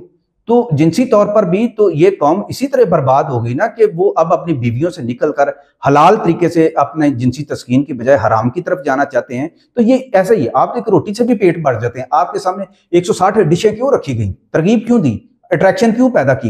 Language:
Urdu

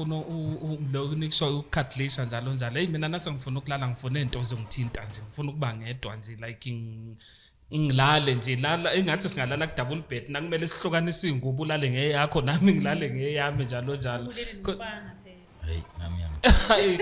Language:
Zulu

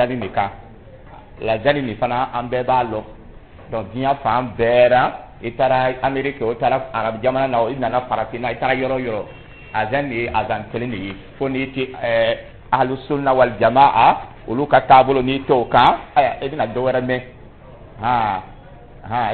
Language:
Dyula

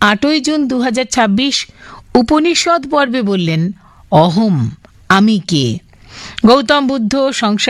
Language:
Bangla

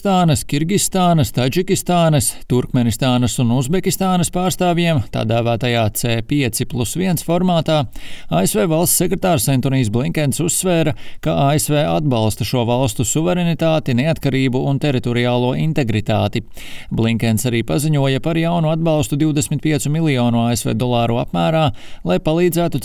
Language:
Latvian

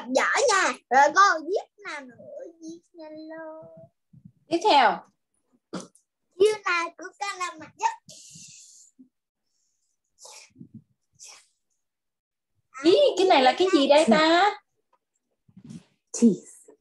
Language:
Vietnamese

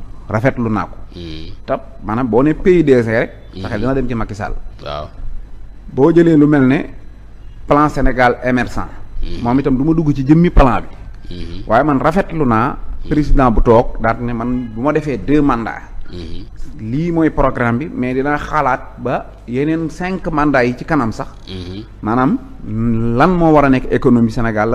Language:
Wolof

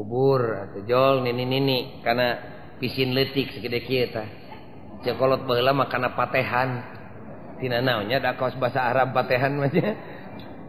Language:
Sundanese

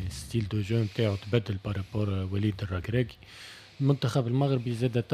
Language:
Tunisian Arabic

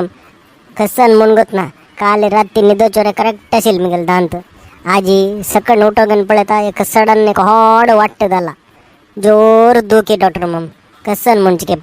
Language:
Konkani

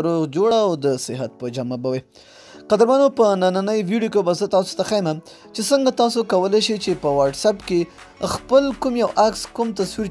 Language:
Pashto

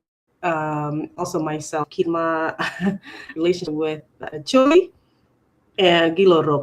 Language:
Acoli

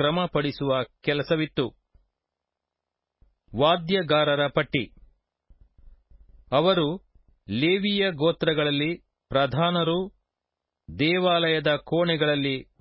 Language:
Kannada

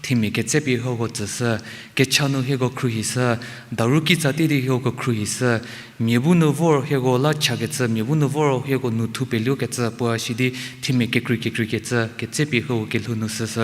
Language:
Angami Naga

